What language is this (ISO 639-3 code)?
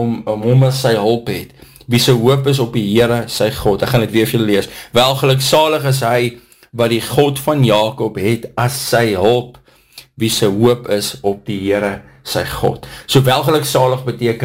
afr